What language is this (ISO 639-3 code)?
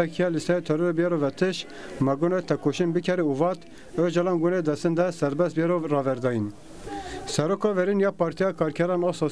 zza